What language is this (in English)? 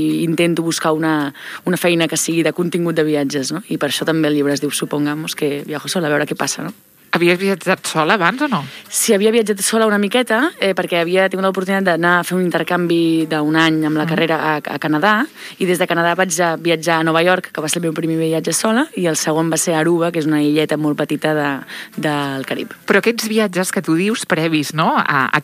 Catalan